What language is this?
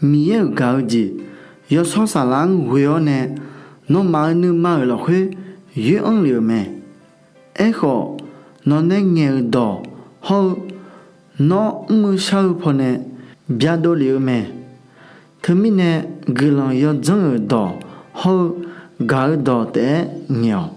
Akha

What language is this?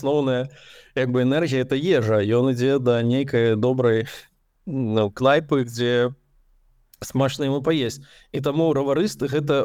Belarusian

